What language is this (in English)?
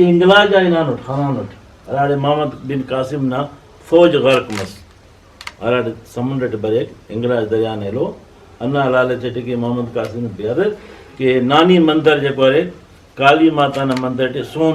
Brahui